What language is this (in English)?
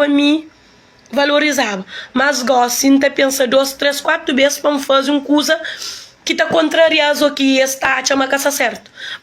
Kabuverdianu